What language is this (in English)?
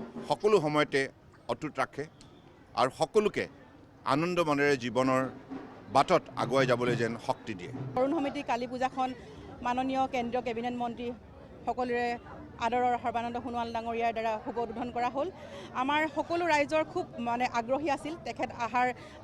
Assamese